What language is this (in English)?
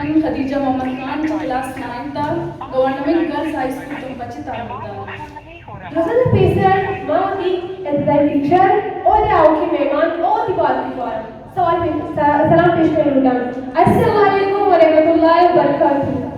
Eastern Balochi